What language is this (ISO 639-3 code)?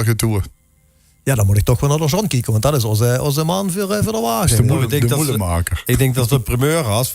lim